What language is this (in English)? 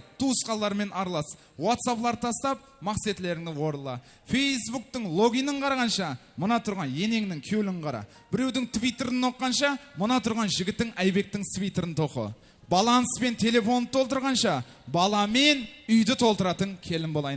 Kara-Kalpak